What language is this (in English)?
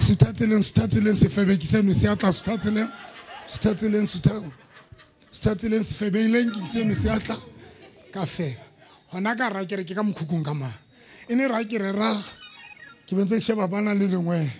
Southern Sotho